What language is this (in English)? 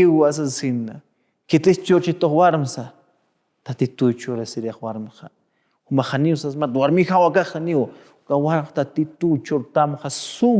Aymara